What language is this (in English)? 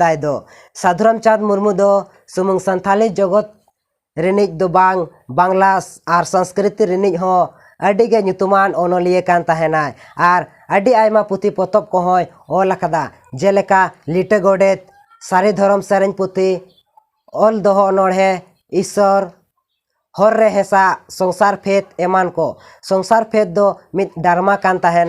Santali